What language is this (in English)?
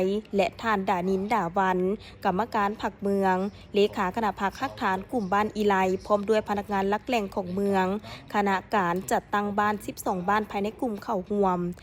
Lao